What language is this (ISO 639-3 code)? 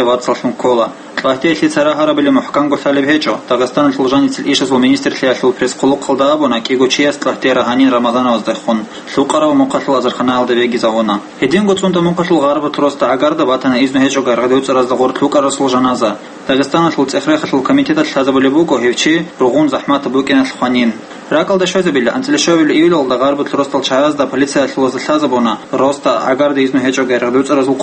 ava